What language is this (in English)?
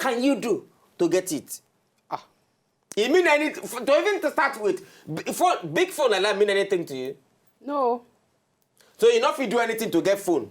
Nigerian Pidgin